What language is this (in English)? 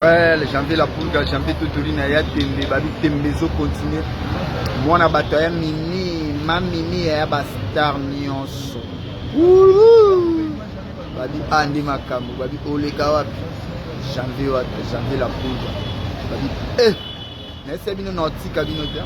Lingala